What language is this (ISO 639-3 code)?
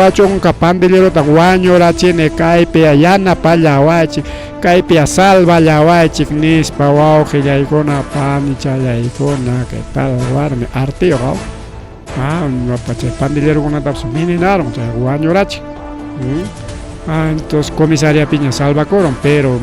quy